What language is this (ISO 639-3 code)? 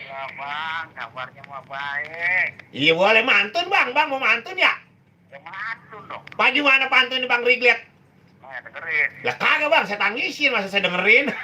bew